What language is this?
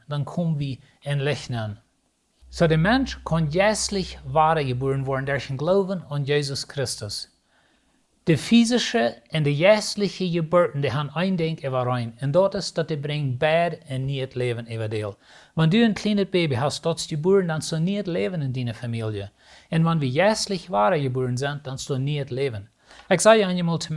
Plautdietsch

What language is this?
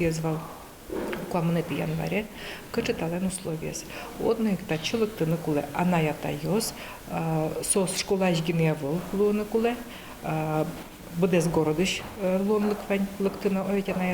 Udmurt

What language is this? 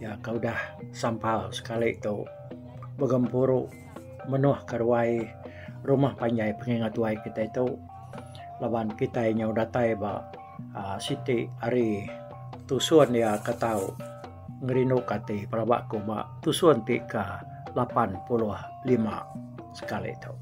Iban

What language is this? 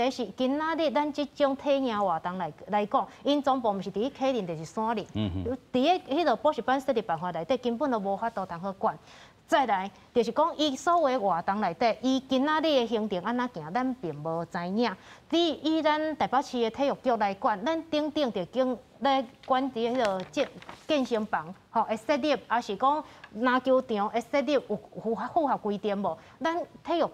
Min Nan Chinese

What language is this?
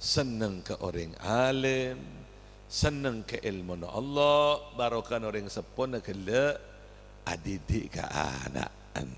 Madurese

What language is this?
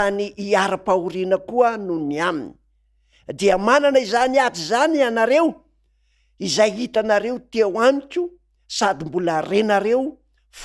Malagasy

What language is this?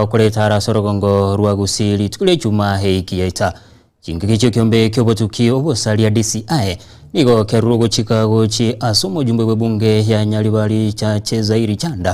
Gusii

